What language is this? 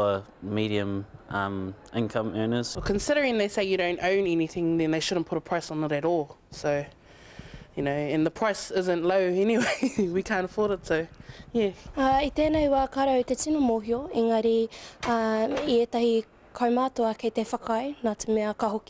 Māori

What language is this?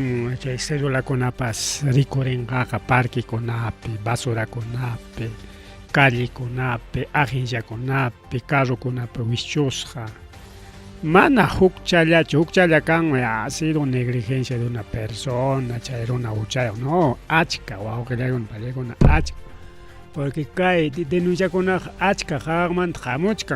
Ayacucho Quechua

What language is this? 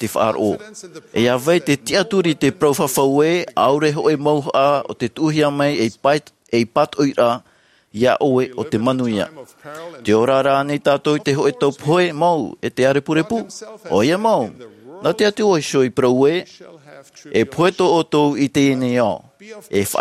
Tahitian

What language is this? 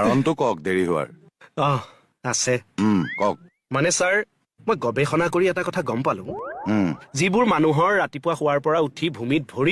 Assamese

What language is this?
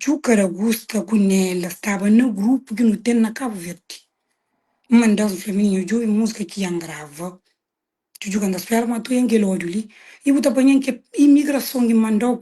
Kabuverdianu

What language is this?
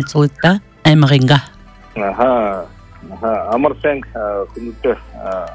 Buriat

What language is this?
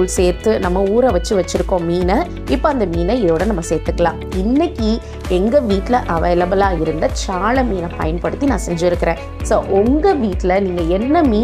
Tamil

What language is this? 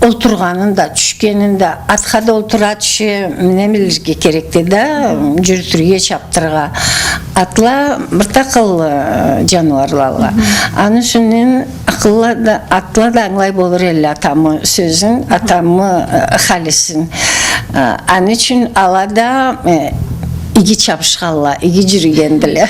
Karachay-Balkar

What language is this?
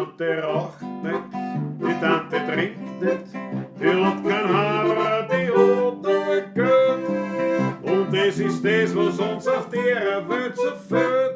Bavarian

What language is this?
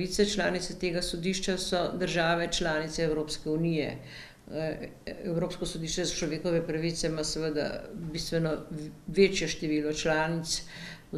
Slovenian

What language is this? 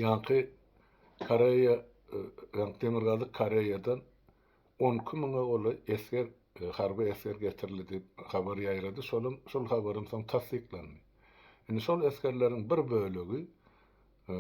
Turkmen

